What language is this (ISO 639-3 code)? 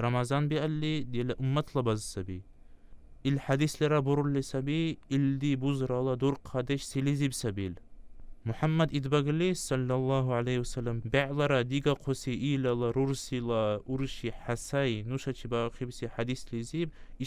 dar